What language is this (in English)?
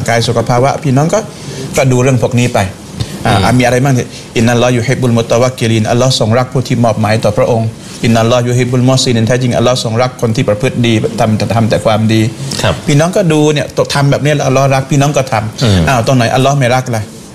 Thai